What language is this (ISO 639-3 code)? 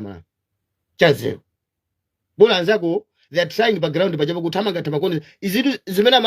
nya